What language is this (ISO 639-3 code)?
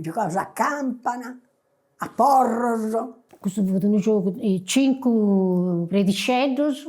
srd